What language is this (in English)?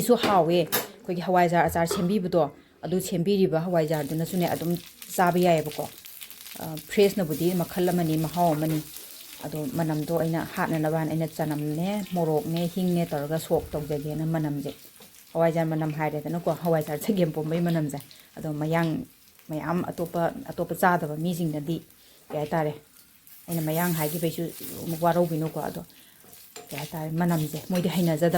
Manipuri